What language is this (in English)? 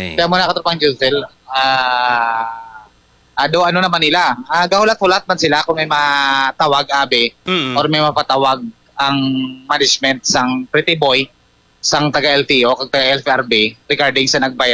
Hiligaynon